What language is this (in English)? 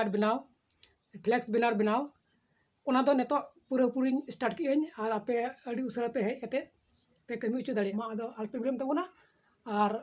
Santali